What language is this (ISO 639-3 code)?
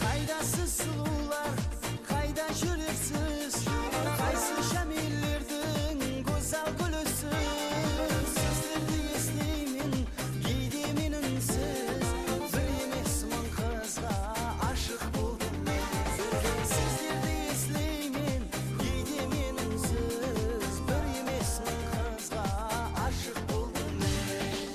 kaa